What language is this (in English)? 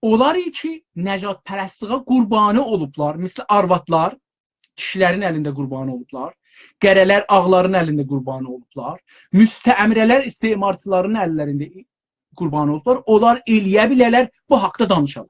South Azerbaijani